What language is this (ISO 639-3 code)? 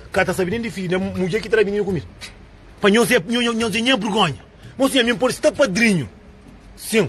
kea